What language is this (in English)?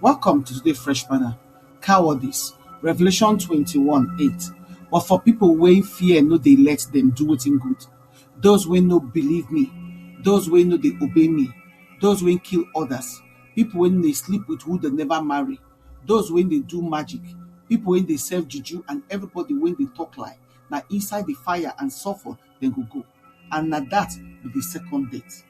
Nigerian Pidgin